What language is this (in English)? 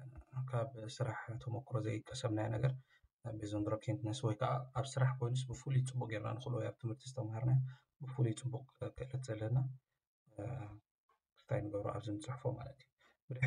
Tigrinya